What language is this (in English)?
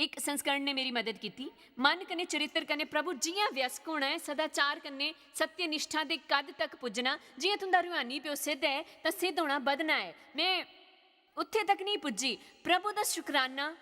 Dogri